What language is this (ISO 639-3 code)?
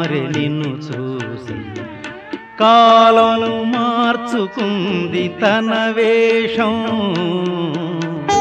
tel